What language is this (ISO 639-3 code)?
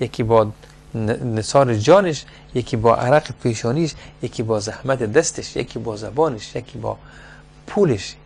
fas